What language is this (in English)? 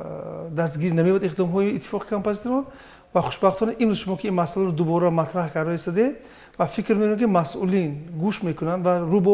Tajik